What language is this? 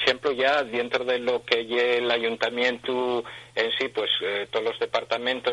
Asturian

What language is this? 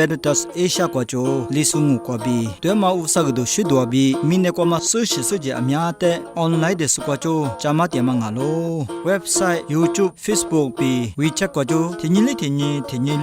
Lisu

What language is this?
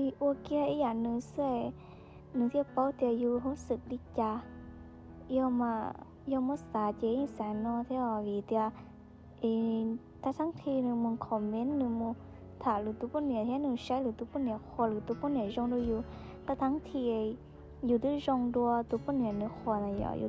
Hmong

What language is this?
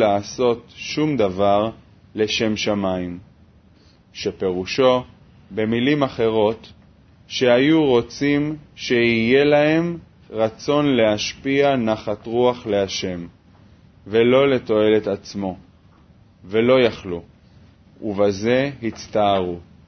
Hebrew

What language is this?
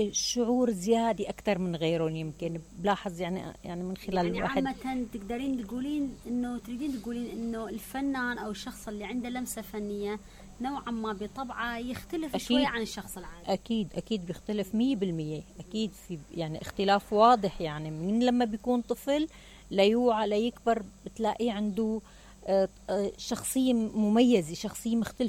Mesopotamian Arabic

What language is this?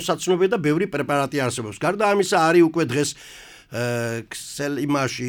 Georgian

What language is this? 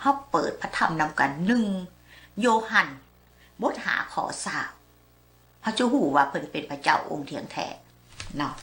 Lao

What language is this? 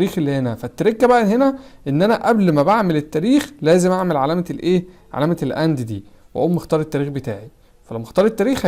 Egyptian Arabic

